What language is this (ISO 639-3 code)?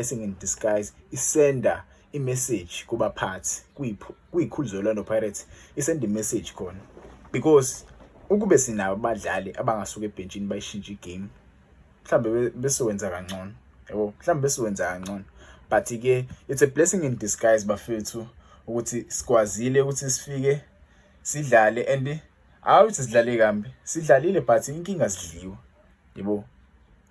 zul